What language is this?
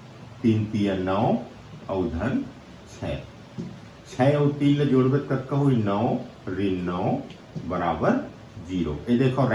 Chhattisgarhi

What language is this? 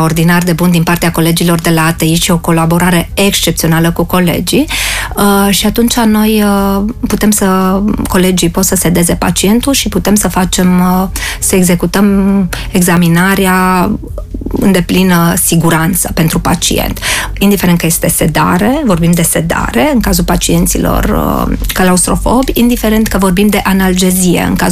Romanian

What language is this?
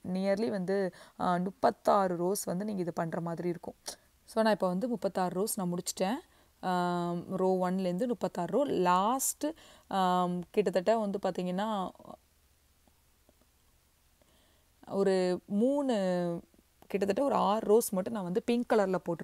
Tamil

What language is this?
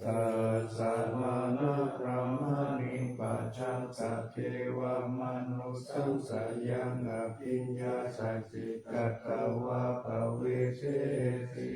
Pali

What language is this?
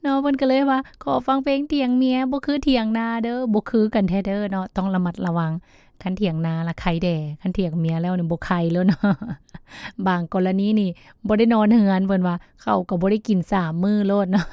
Lao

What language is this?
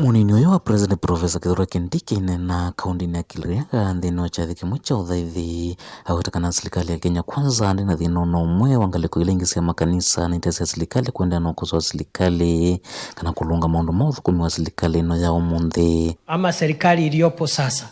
Kamba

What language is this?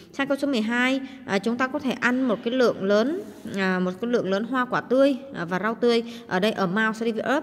Vietnamese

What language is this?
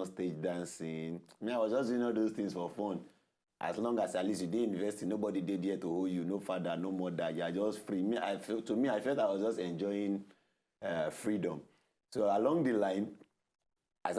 Nigerian Pidgin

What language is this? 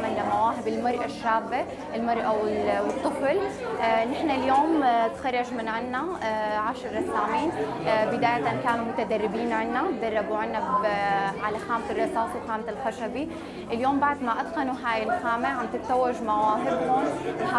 Kurdish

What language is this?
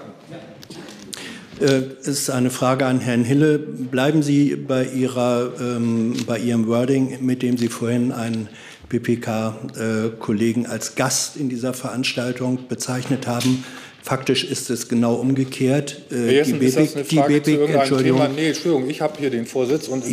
German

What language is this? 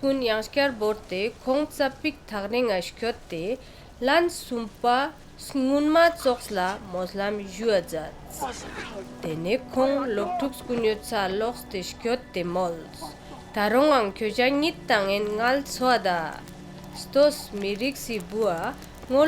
Ladakhi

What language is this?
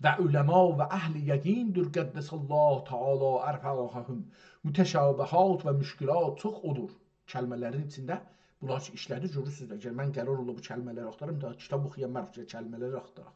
South Azerbaijani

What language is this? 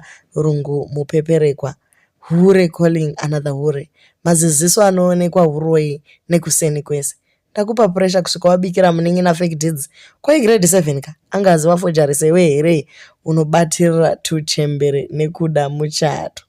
Shona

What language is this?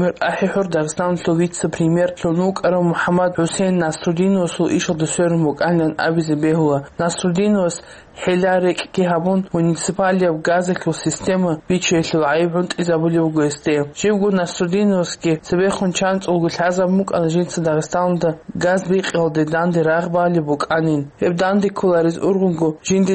Avaric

